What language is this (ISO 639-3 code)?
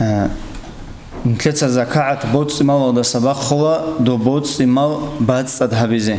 ava